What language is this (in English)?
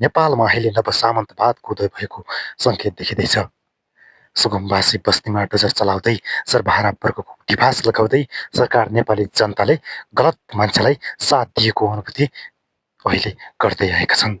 Nepali